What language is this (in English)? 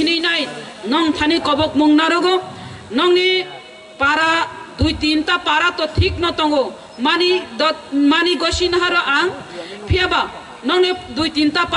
Kok Borok